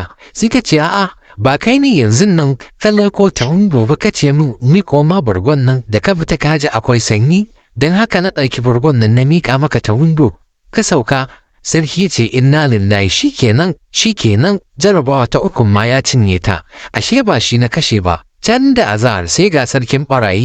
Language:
Hausa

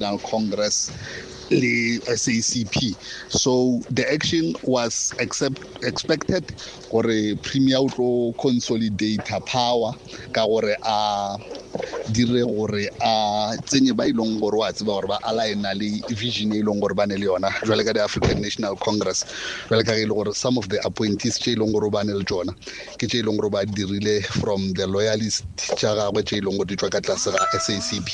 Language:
Northern Sotho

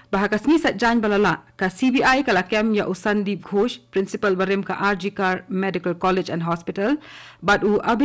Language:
Khasi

